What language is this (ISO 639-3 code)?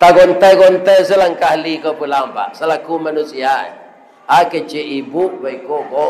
min